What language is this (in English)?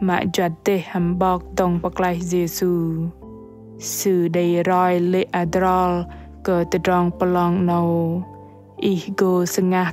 Bahnar